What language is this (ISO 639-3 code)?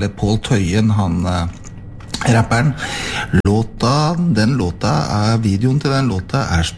nor